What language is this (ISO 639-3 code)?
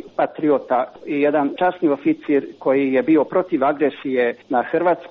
hrv